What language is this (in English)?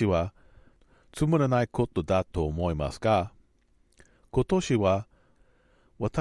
Japanese